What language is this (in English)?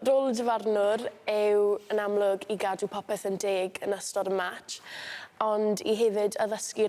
Welsh